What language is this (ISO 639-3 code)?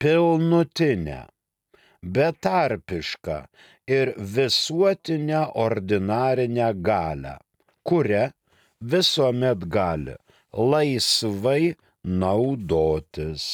lit